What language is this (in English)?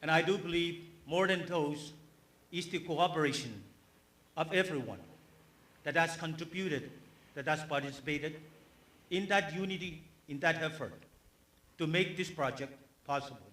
Pohnpeian